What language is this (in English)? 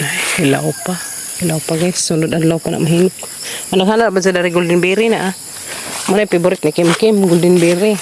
Cebuano